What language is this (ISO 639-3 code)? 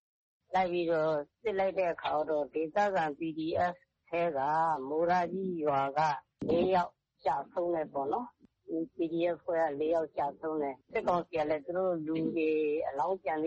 mya